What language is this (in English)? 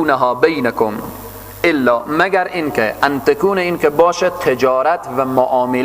Persian